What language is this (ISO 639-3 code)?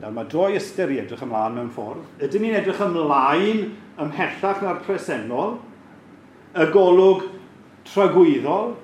cym